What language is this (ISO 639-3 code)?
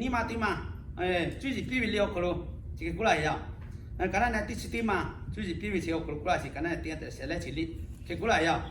lhu